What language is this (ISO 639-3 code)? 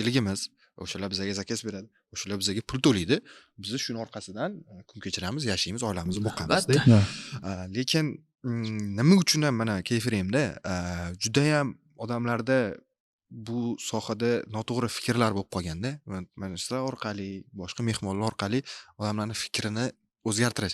uzb